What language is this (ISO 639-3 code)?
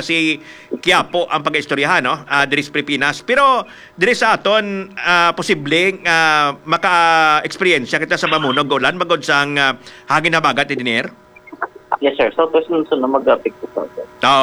hil